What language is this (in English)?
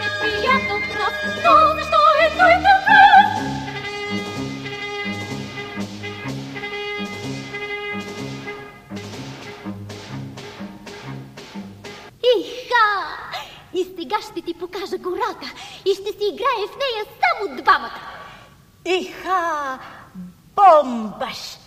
Bulgarian